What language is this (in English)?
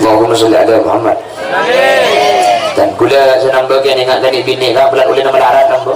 Madurese